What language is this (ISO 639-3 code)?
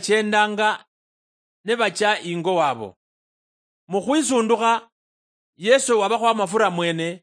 luy